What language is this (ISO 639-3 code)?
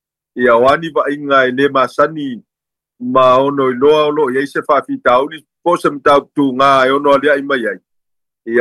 smo